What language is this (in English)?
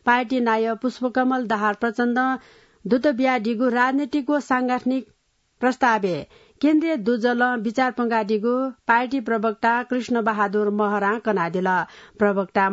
Newari